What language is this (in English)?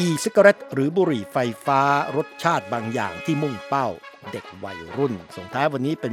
Thai